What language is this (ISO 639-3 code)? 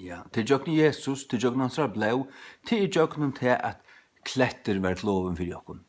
fao